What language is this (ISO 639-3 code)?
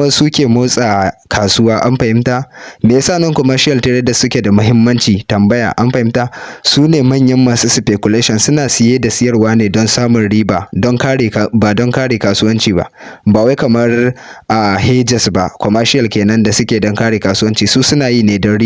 hau